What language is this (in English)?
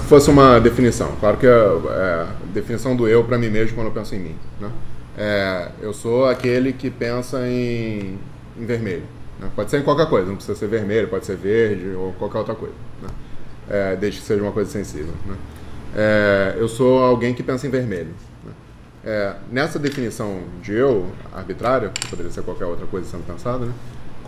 Portuguese